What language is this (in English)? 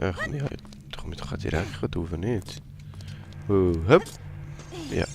Swiss German